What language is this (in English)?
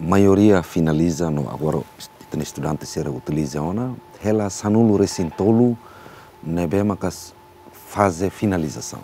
Tetum